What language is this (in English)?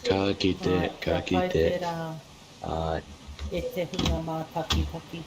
Māori